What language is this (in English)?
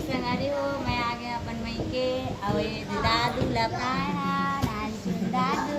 Chhattisgarhi